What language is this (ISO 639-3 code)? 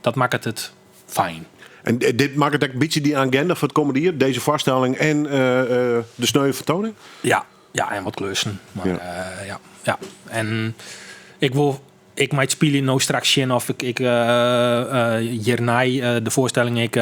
fry